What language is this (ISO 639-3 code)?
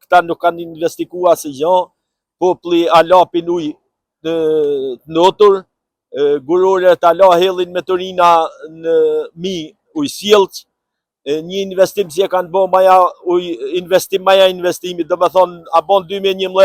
sqi